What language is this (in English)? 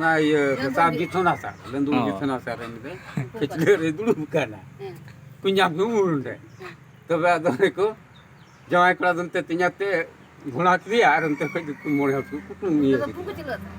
Santali